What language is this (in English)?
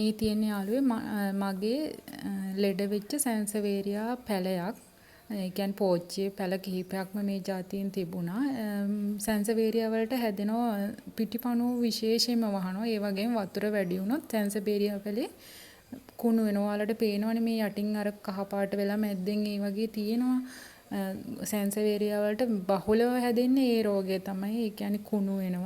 Sinhala